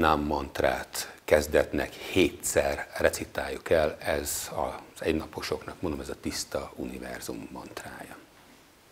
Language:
Hungarian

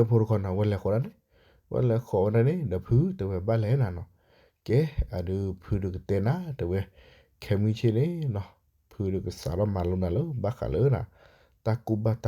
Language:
S'gaw Karen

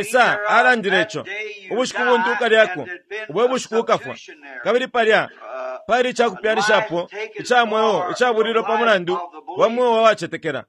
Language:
Bemba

